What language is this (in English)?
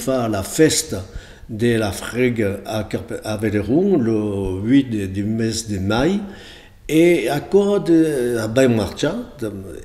Occitan